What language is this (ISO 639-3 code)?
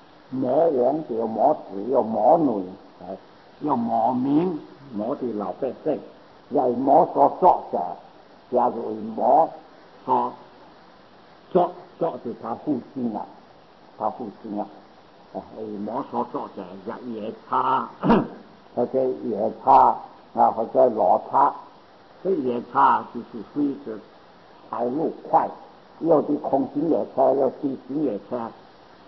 zho